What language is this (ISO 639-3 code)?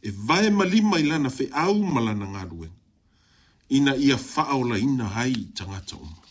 smo